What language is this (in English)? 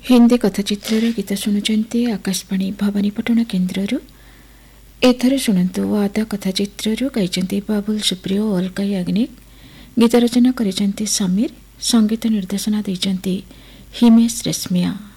Odia